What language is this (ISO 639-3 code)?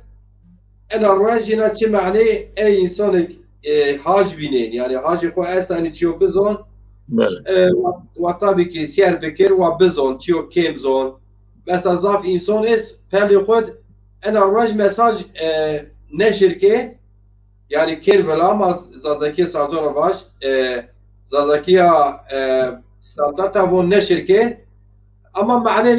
zza